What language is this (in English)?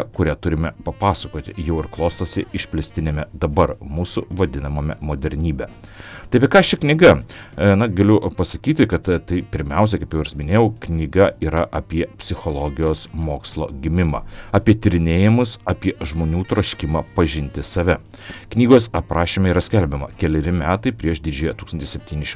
Lithuanian